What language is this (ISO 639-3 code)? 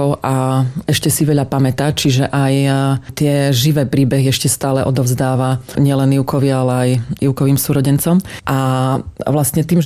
slk